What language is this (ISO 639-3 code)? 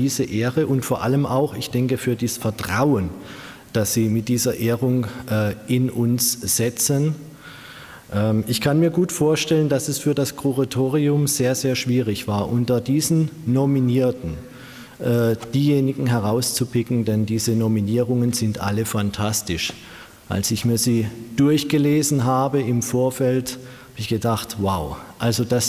deu